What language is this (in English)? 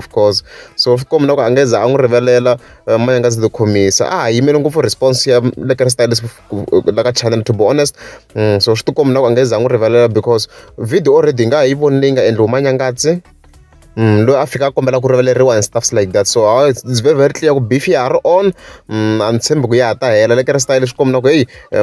Tsonga